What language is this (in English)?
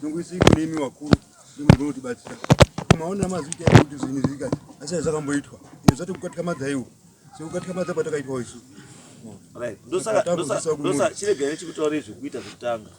Shona